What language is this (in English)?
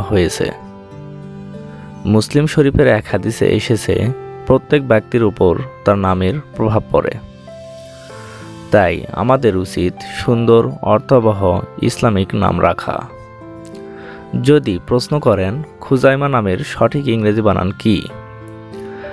Bangla